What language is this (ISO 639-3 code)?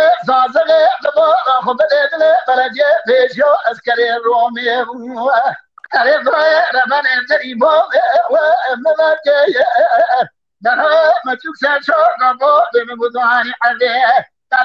kur